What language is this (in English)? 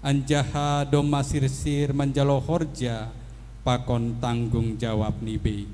Batak Simalungun